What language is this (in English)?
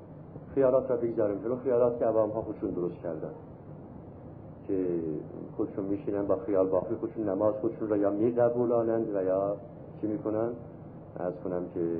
Persian